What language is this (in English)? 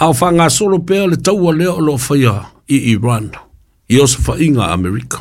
Samoan